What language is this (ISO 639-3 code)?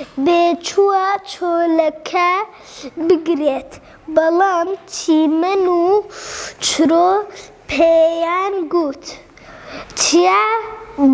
ckb